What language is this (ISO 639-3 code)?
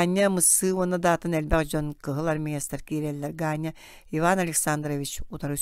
sah